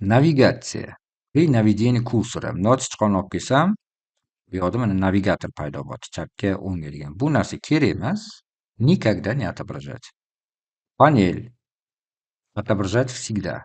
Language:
Uzbek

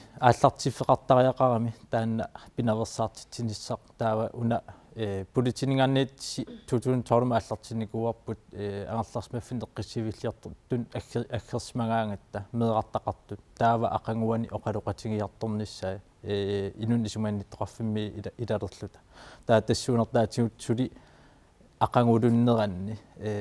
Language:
Kalaallisut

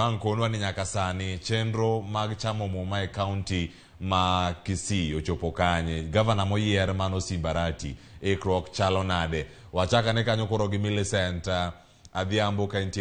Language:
Luo (Kenya and Tanzania)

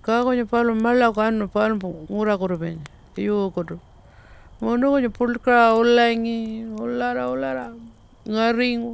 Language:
Pitjantjatjara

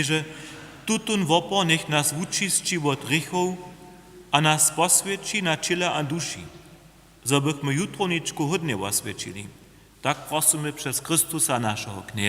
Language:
Upper Sorbian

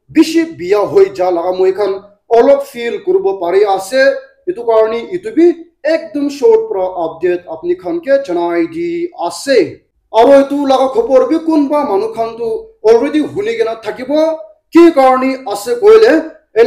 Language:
Naga Pidgin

